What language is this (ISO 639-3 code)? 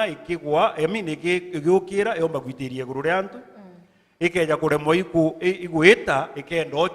mer